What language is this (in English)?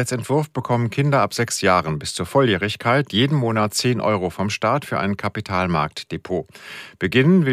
German